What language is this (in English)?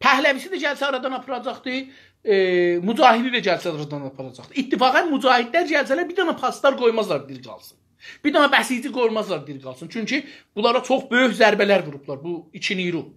South Azerbaijani